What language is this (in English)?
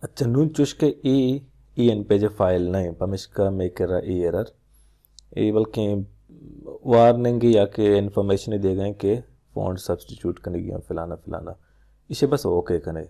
Baluchi